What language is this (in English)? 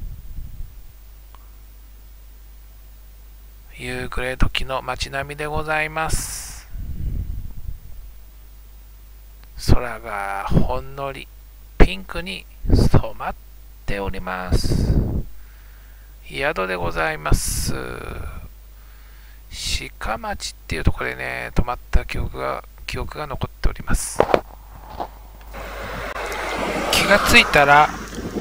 Japanese